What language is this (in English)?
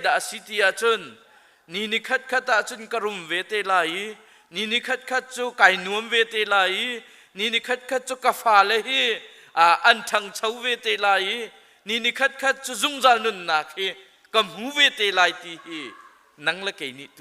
Hakha Chin